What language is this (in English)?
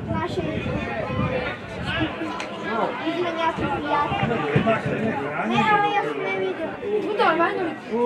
Slovak